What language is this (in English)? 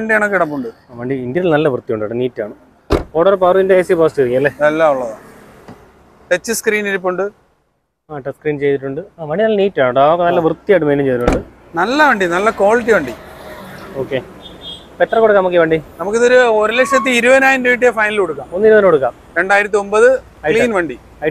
Malayalam